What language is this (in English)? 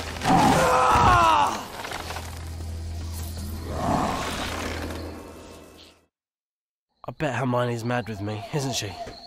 English